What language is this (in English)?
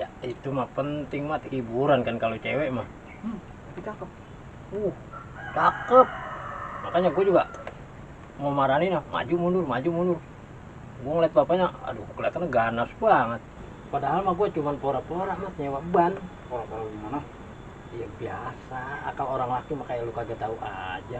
Betawi